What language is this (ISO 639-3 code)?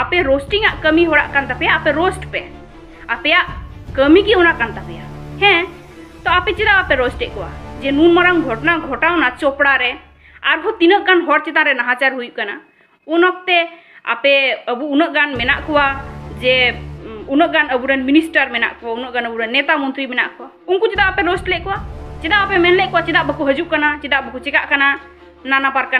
sat